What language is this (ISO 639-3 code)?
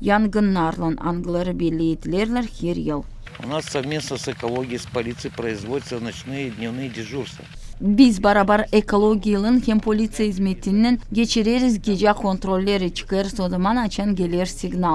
gag